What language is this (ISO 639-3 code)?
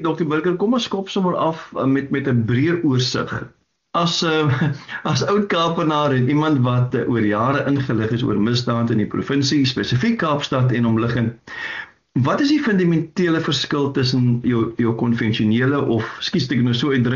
afr